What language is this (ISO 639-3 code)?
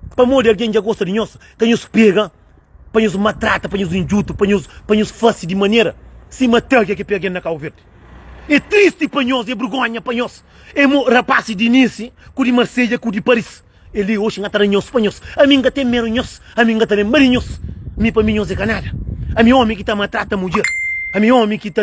kea